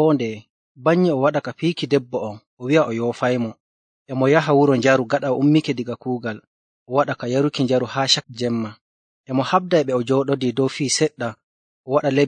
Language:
Nigerian Fulfulde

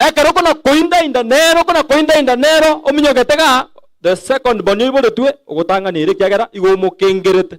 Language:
Gusii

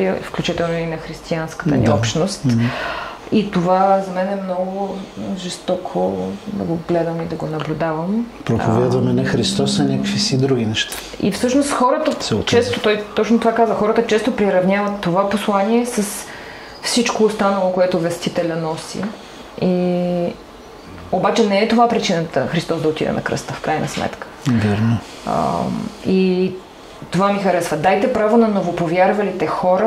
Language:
Bulgarian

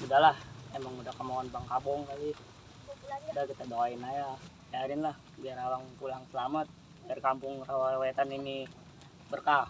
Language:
Betawi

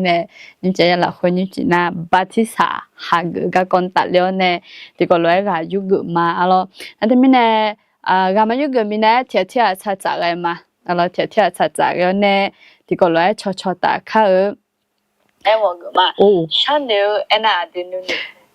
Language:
Akha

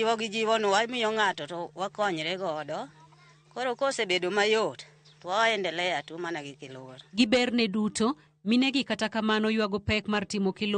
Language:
Luo (Kenya and Tanzania)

